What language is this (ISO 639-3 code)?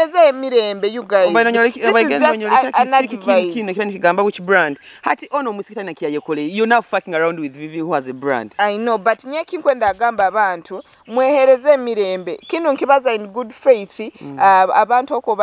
nyo